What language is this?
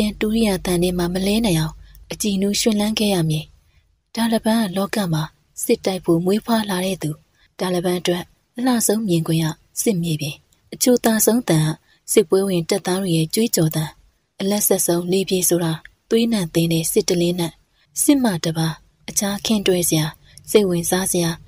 Burmese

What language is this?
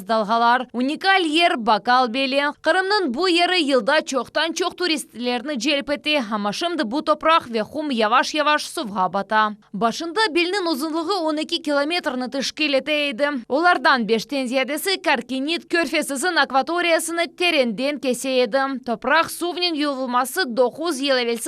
Crimean Tatar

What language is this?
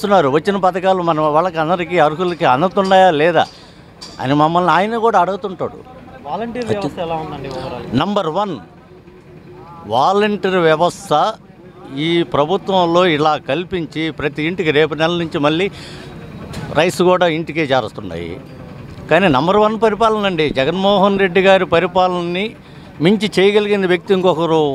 Telugu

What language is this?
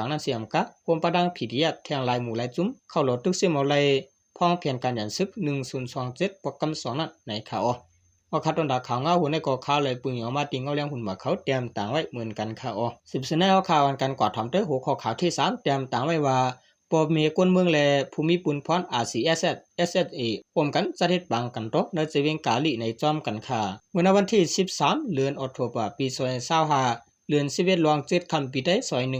Shan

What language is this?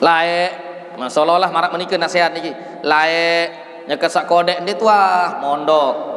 Sasak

